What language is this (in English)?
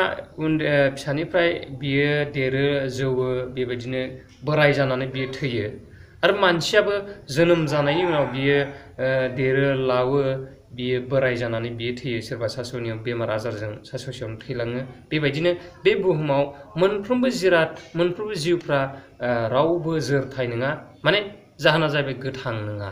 Bodo